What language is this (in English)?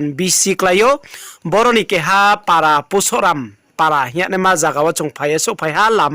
Riang (India)